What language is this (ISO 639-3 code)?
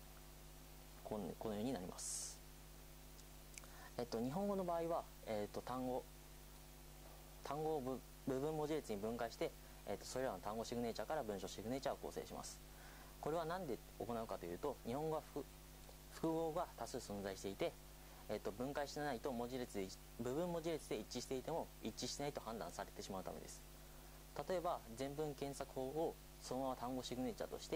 jpn